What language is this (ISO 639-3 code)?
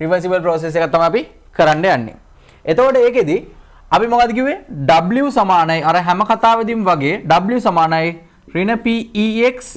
sin